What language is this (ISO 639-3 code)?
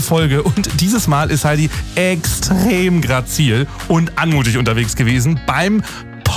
deu